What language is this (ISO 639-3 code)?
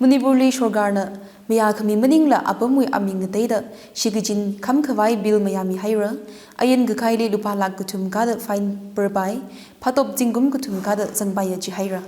nmf